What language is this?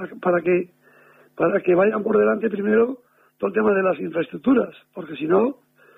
Spanish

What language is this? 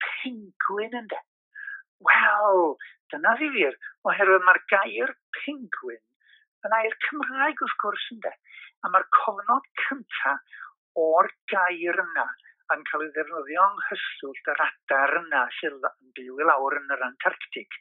Welsh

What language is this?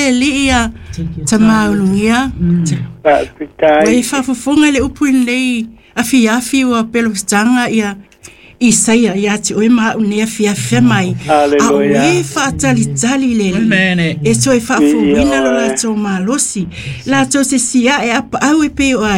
Samoan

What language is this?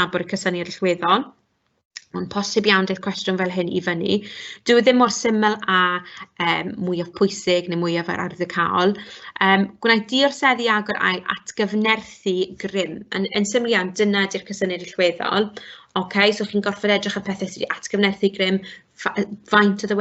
Welsh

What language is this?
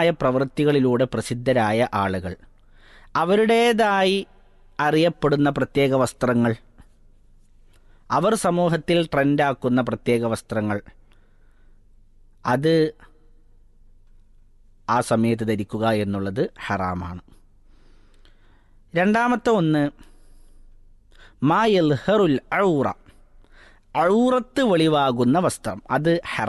Malayalam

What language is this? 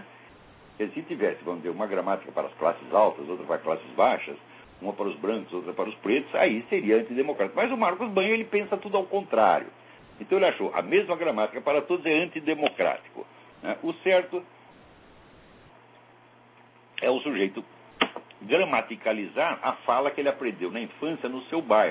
Portuguese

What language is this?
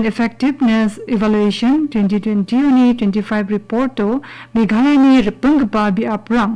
Garo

